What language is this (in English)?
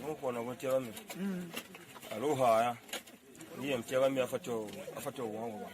Tiv